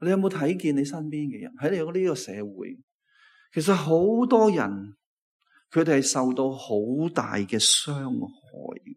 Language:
Cantonese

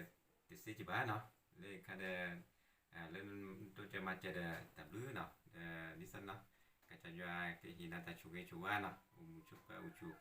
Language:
S'gaw Karen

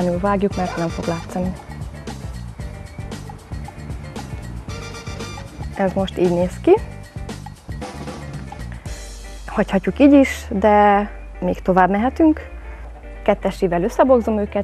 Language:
Hungarian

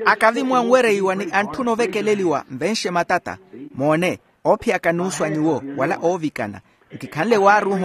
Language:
Makhuwa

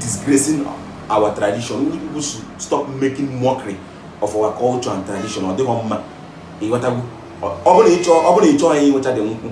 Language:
Igbo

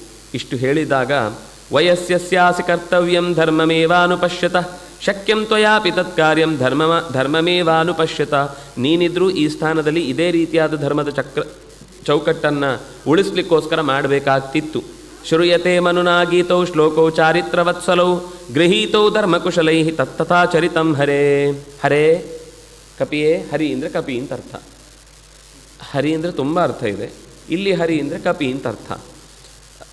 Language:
Kannada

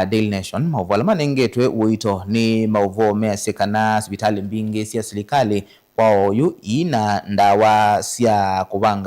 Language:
Kamba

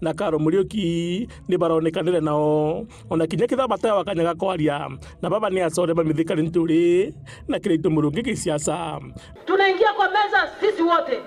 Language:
Meru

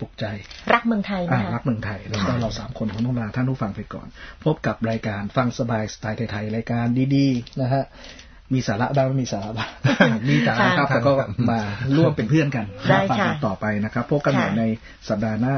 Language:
Thai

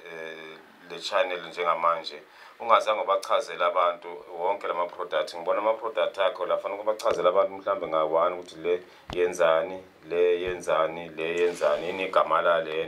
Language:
Zulu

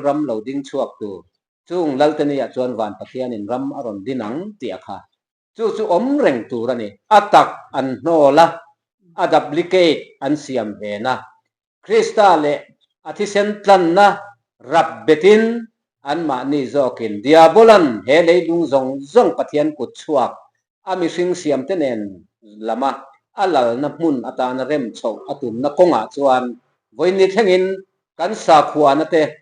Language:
Mizo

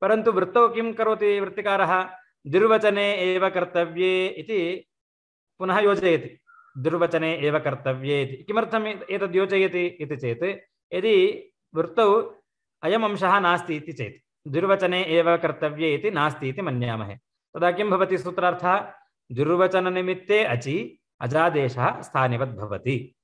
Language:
Sanskrit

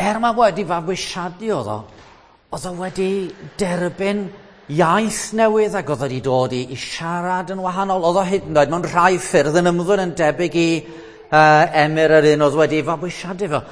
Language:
Welsh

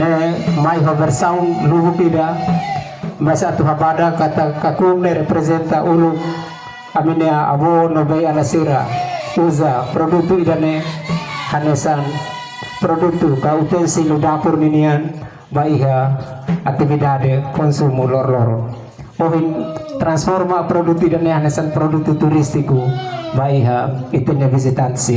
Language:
Tetum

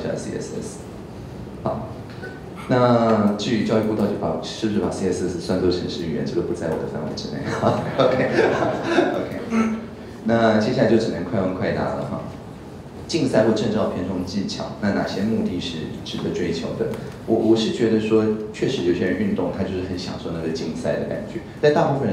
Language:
Chinese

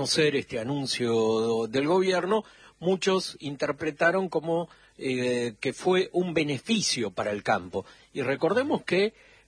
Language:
Spanish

